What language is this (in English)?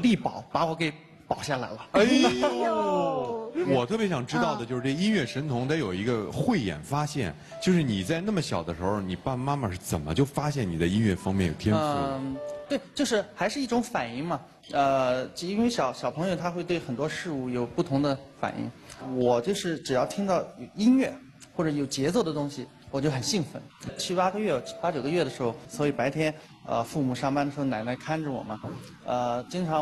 Chinese